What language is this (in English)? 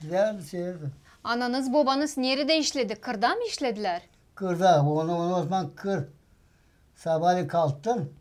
Gagauz